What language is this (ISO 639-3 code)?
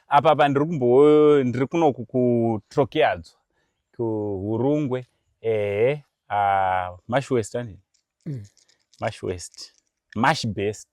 sna